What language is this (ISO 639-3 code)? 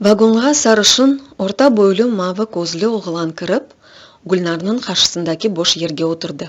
crh